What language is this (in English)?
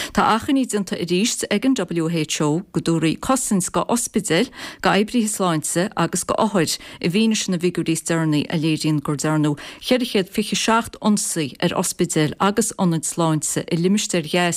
Irish